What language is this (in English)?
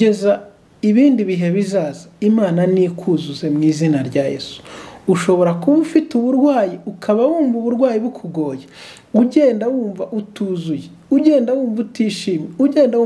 Kinyarwanda